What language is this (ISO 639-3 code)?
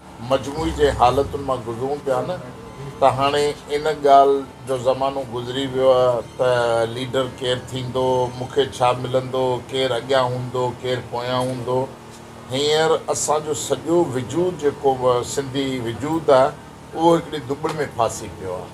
snd